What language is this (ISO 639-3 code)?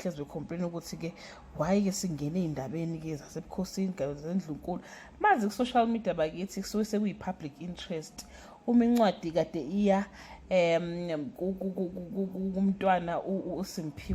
zul